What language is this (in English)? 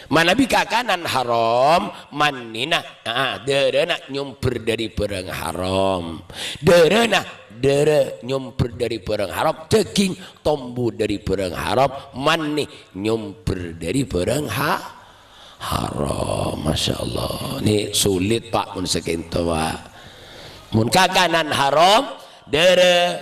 Madurese